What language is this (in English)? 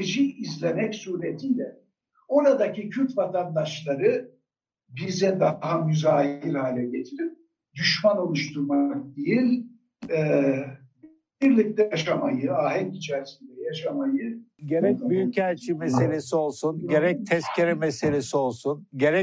Turkish